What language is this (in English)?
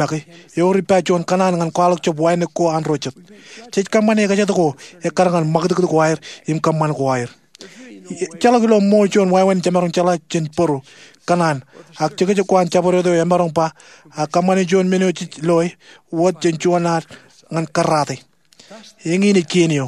Marshallese